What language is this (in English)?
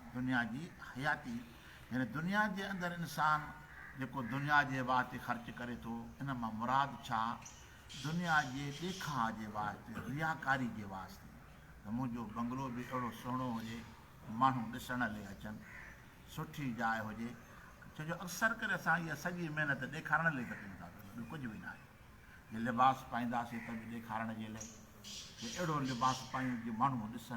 Sindhi